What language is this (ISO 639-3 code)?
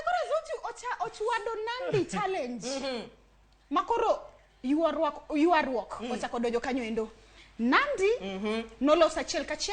luo